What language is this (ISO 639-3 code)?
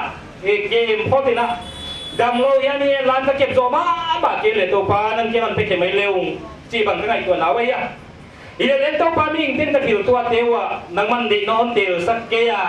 pck